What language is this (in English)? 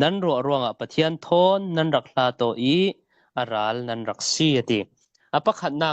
Falam Chin